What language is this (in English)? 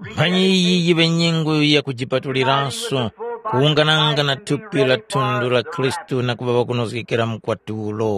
Tumbuka